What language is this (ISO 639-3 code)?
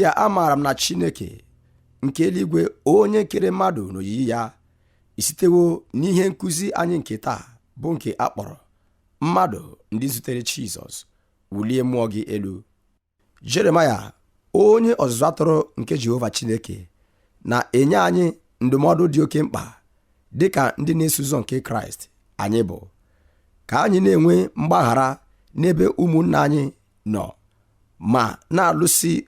ibo